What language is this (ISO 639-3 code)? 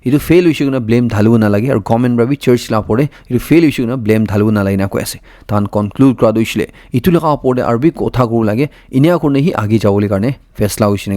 nag